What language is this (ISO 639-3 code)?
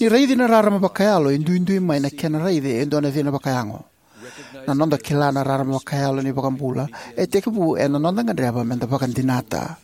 fij